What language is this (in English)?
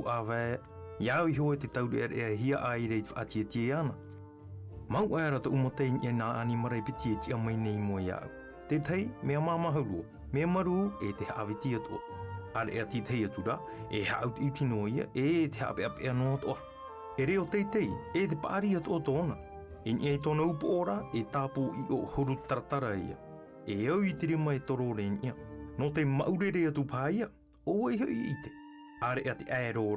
Tahitian